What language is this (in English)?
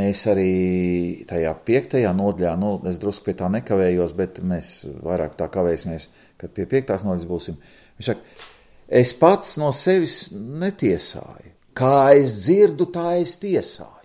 Latvian